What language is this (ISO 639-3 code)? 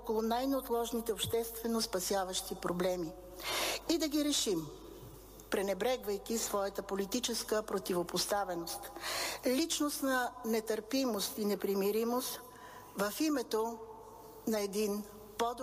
bul